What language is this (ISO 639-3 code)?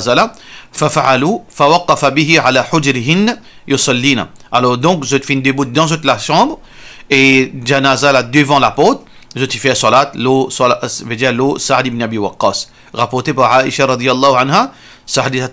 mfe